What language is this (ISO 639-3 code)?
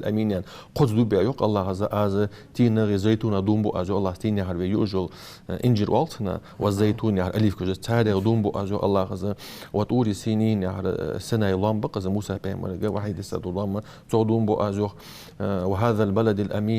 inh